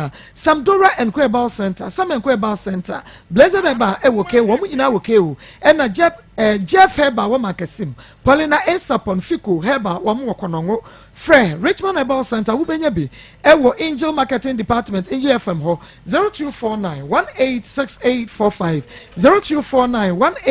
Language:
Akan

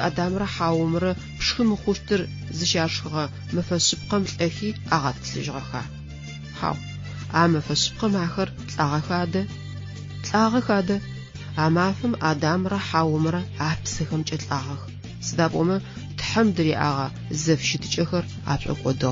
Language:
Adyghe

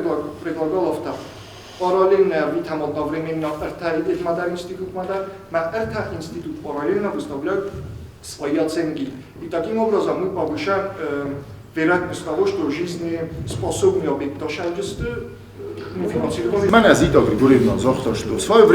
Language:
Ossetic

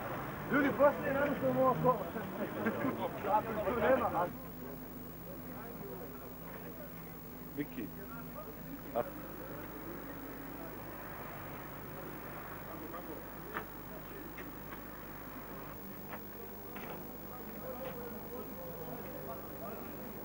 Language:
Croatian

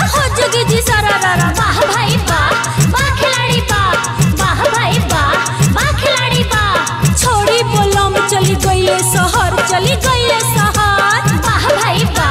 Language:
Bhojpuri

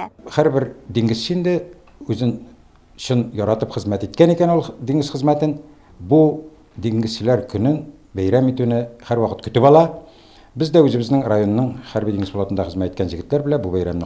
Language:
Tatar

